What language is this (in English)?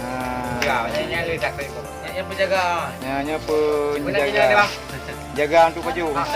Achinese